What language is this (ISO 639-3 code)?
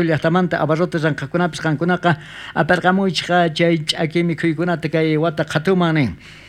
quh